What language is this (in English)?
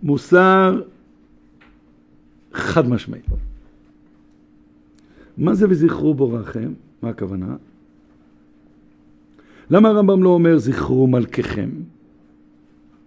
Hebrew